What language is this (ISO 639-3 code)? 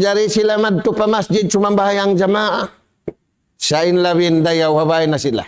tsg